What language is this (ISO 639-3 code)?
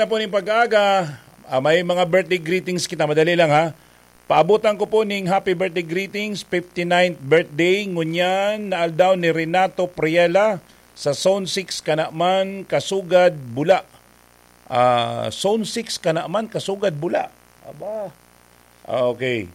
bik